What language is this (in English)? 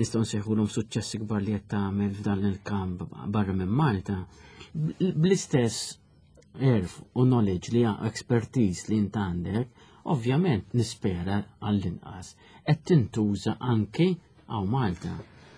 Maltese